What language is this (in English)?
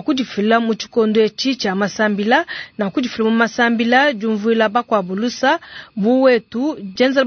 Luba-Lulua